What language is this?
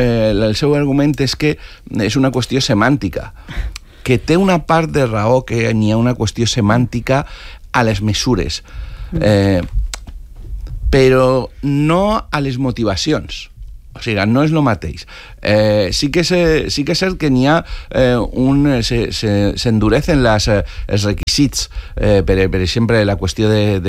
Catalan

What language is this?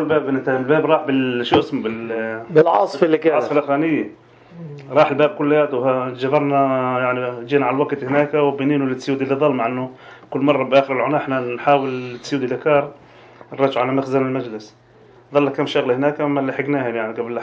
North Levantine Arabic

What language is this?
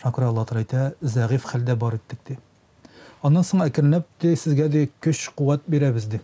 Tatar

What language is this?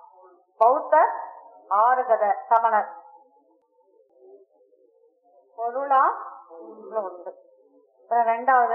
Tamil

